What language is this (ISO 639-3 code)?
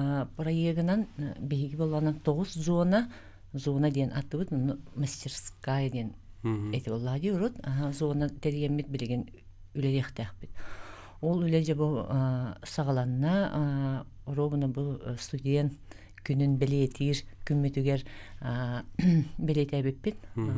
sah